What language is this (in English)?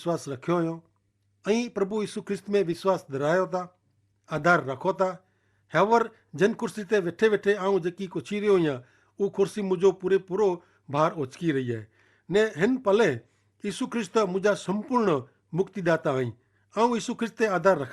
Kachhi